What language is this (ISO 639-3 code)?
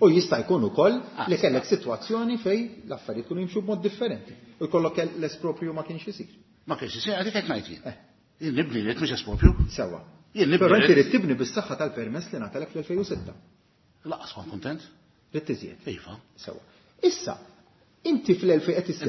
mlt